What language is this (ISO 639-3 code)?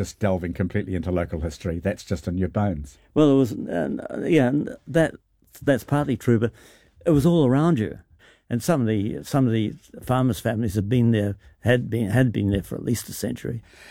eng